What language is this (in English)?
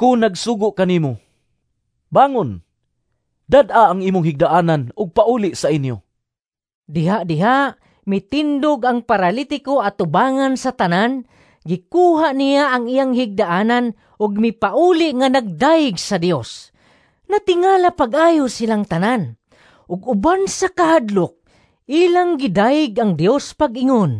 Cebuano